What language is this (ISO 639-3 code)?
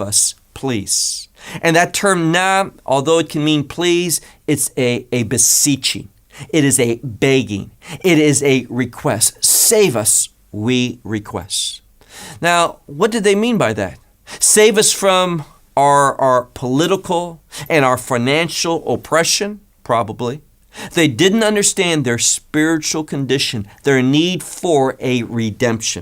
eng